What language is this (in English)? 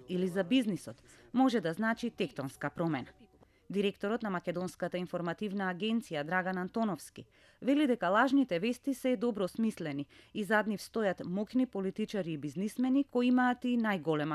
Macedonian